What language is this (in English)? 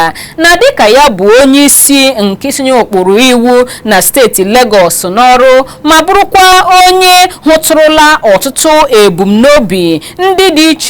Igbo